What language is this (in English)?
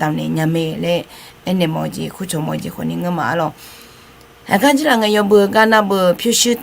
Akha